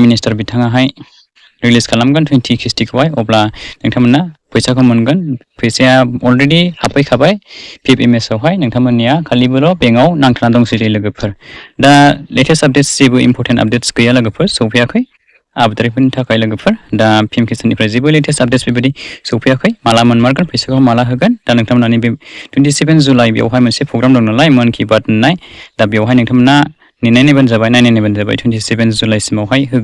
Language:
Bodo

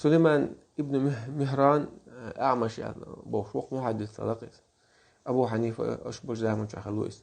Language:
Chechen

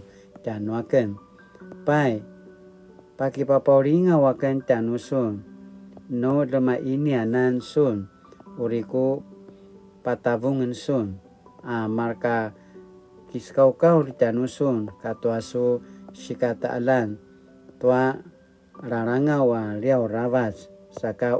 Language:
Paiwan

